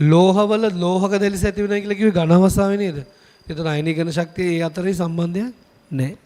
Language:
Sinhala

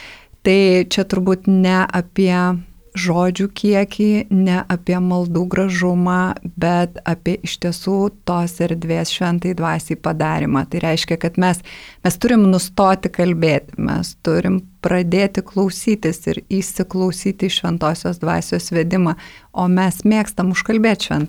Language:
Lithuanian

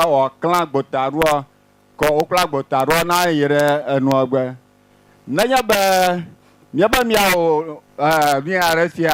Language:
Ewe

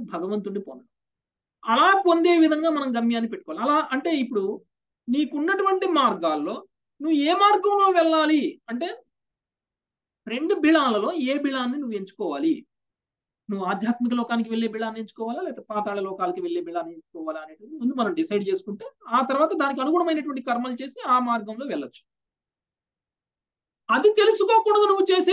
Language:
Telugu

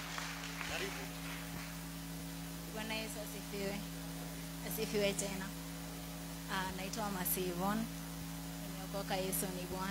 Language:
Kikuyu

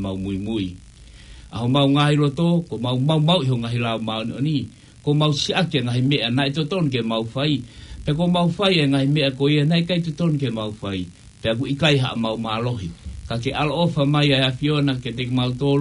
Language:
Tongan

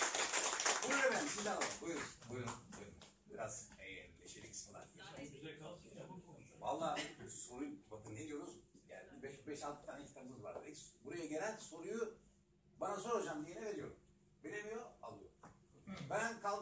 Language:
Turkish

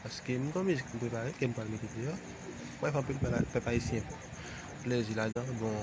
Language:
Haitian Creole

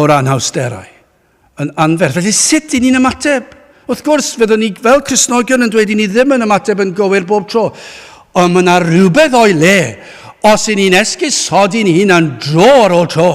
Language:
Welsh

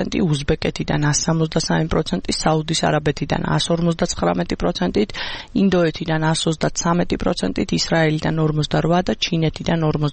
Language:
Georgian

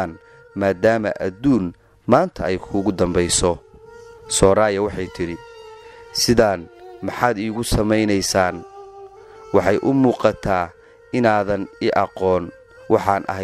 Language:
Somali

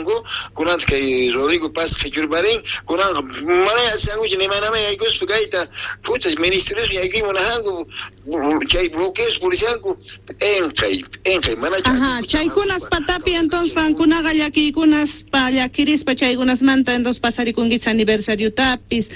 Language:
Quechua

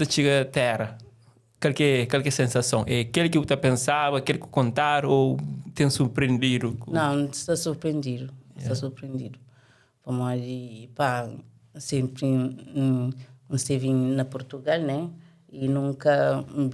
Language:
Kabuverdianu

